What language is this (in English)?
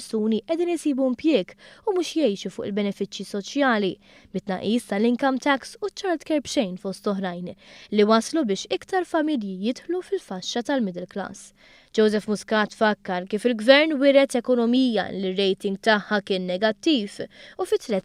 Maltese